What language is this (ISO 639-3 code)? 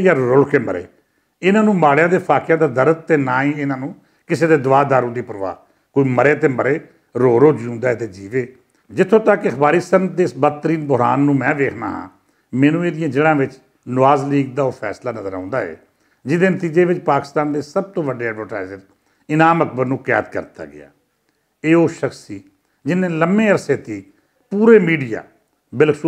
lah